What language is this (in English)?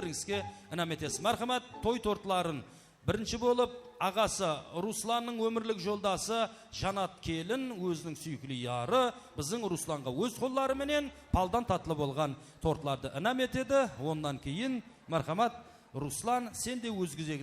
Kara-Kalpak